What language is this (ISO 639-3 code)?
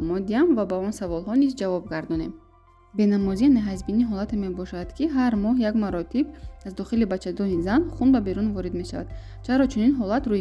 tgk